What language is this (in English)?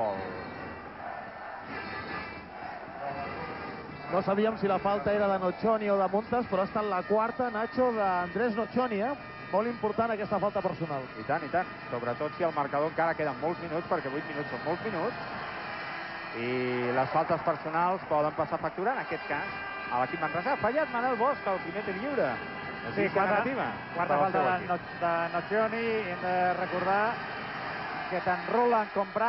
Catalan